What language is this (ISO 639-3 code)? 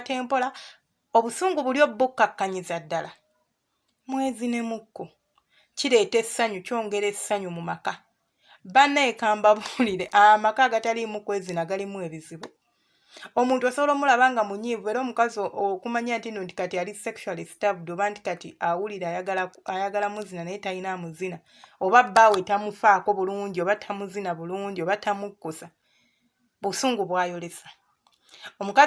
lug